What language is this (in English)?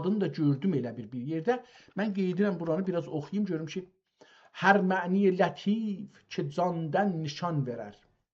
South Azerbaijani